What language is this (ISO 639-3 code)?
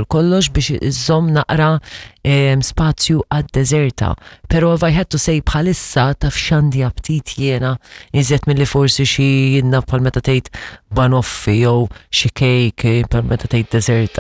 mlt